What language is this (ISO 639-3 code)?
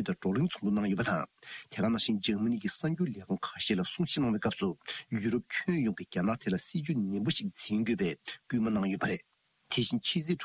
bod